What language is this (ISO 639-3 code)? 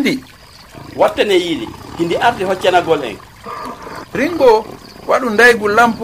ful